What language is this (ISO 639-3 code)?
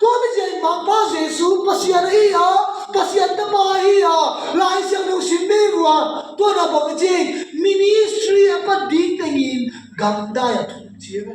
ctd